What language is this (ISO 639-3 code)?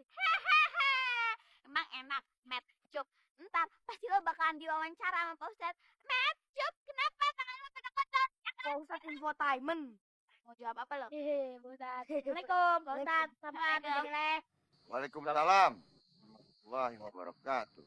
bew